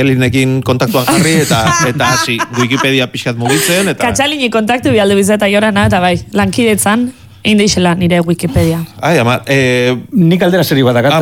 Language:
Basque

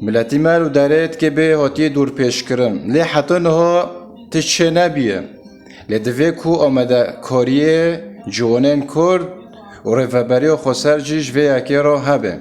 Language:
Kurdish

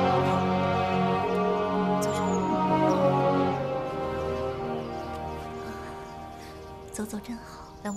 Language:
Chinese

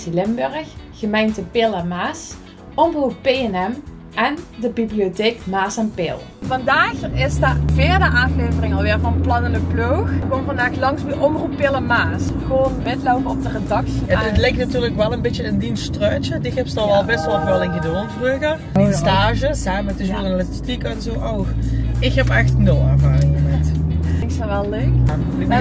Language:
Limburgish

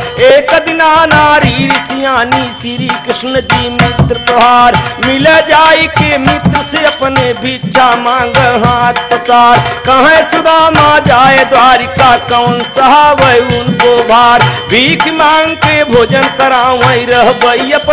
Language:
Bhojpuri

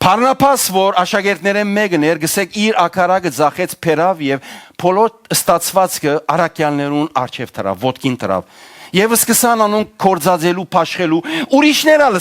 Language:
Western Armenian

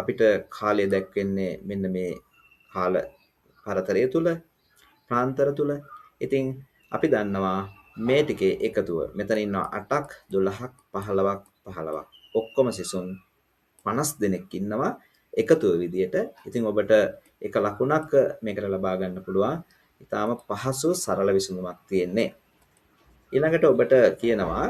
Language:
Sinhala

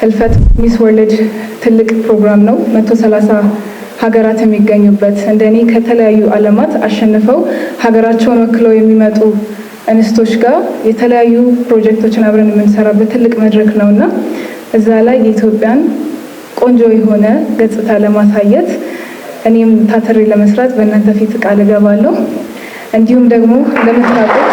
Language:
Amharic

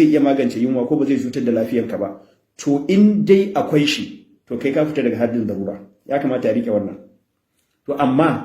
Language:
Hausa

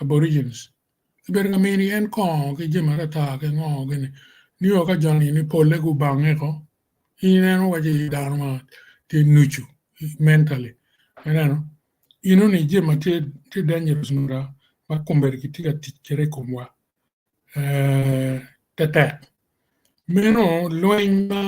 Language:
Acoli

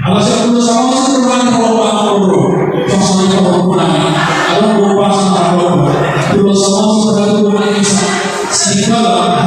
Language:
Batak Toba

